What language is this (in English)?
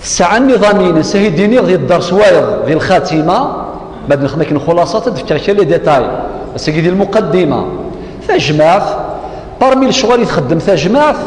Kabyle